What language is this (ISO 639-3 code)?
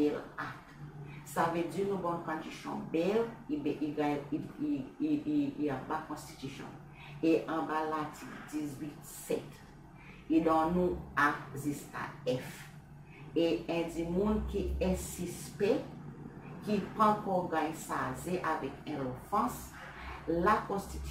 crs